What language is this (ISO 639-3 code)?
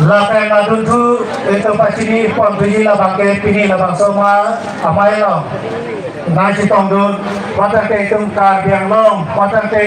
mjw